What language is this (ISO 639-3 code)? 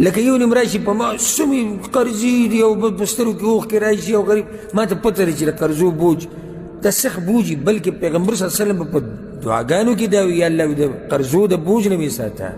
pus